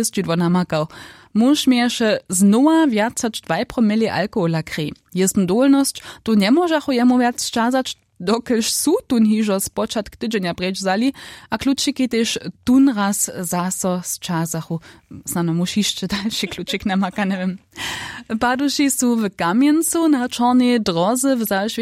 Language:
Upper Sorbian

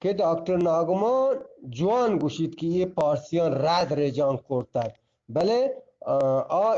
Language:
Eastern Balochi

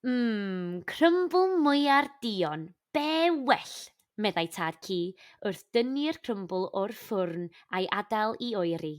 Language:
Welsh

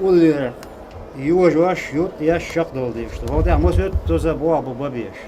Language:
Chechen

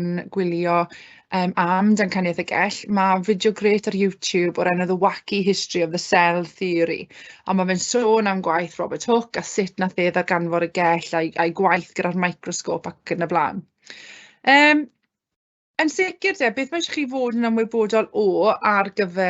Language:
Welsh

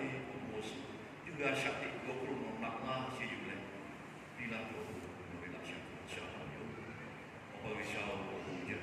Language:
Lahu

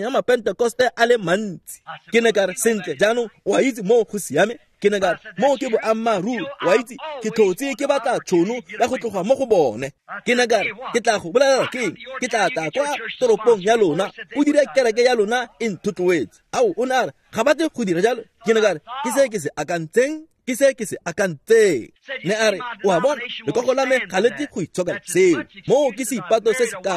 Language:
Tswana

